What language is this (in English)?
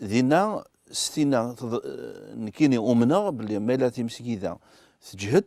Kabyle